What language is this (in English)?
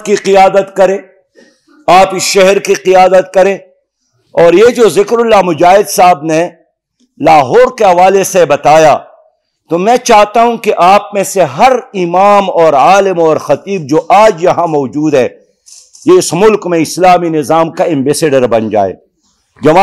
Urdu